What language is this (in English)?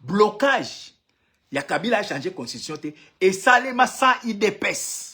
Lingala